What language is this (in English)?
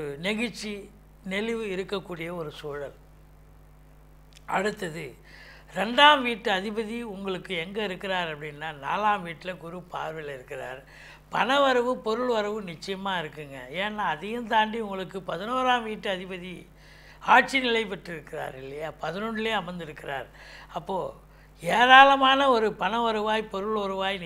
Tamil